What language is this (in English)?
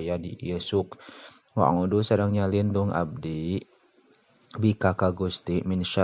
Sundanese